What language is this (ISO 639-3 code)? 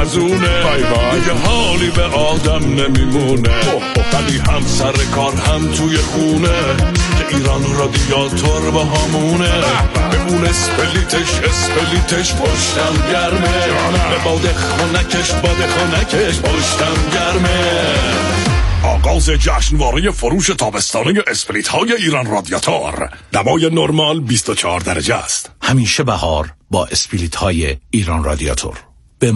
fas